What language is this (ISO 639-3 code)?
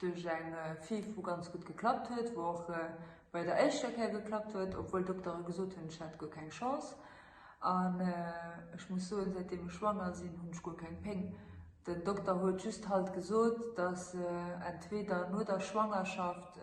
ltz